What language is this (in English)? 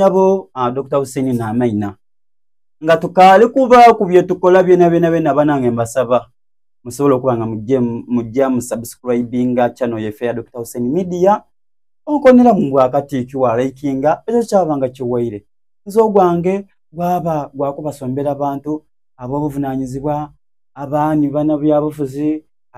Soga